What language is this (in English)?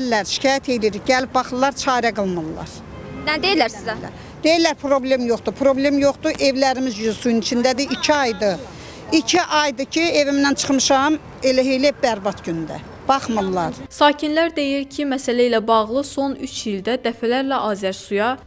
Azerbaijani